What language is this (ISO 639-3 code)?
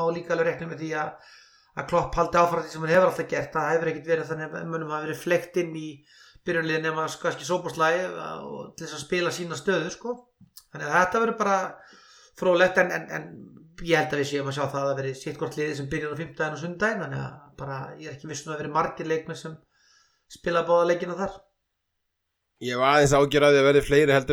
isl